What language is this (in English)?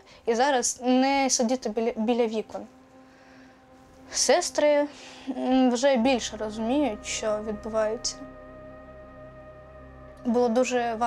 Ukrainian